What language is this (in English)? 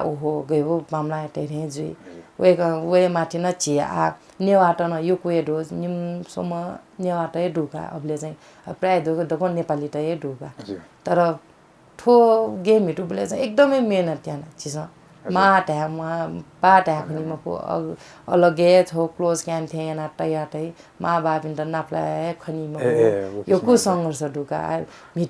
Newari